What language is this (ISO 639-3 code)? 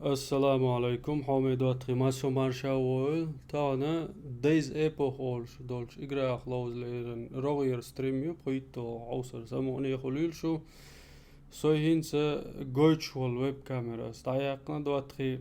che